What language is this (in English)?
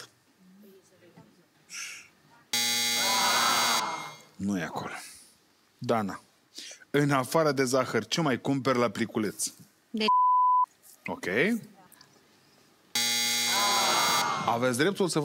Romanian